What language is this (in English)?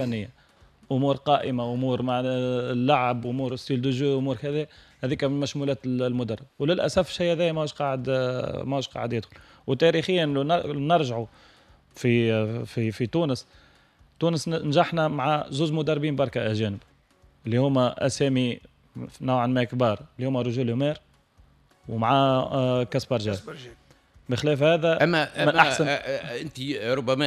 Tunisian Arabic